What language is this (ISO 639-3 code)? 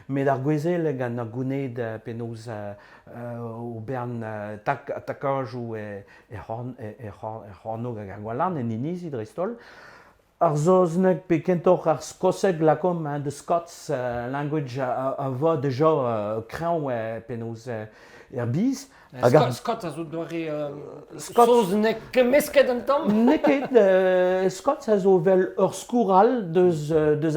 bre